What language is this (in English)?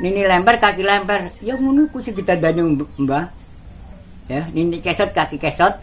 Javanese